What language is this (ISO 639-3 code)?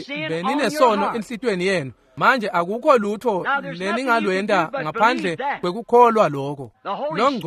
ssw